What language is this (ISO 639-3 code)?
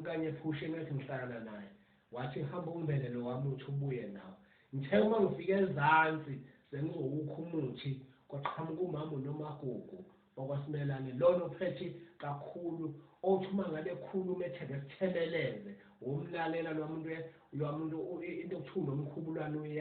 zul